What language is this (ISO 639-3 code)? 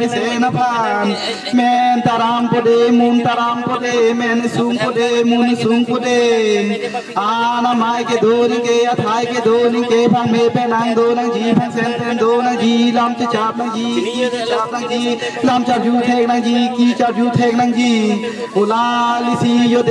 mjw